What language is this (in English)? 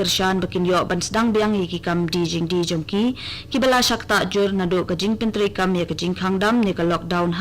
Khasi